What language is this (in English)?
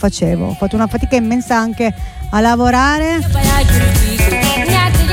Italian